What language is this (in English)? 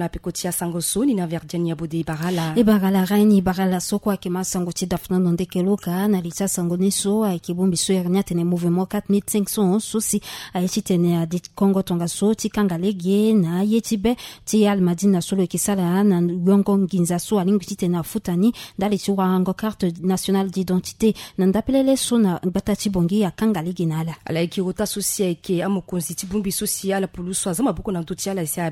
Sango